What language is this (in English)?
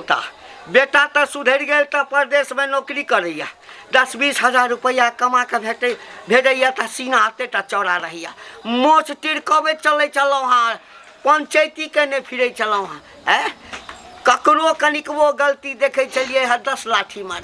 Maithili